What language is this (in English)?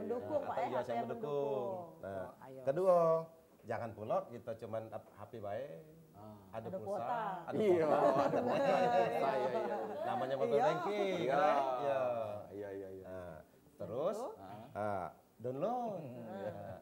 Musi